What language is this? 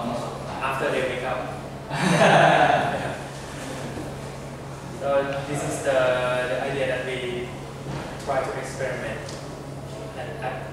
English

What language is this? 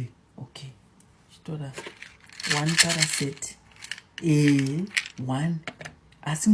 Shona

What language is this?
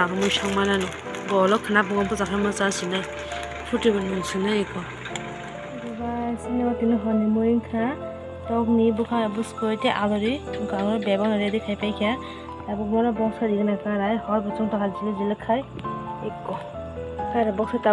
Kok Borok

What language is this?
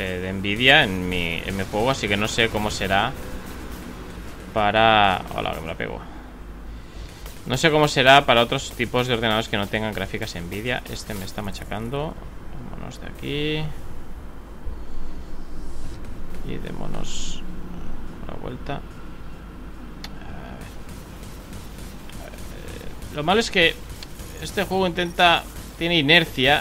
Spanish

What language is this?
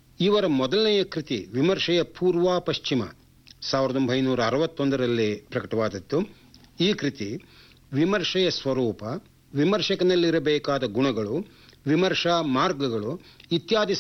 Kannada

